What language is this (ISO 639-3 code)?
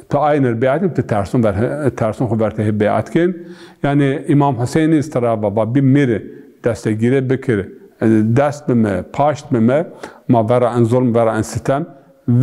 zza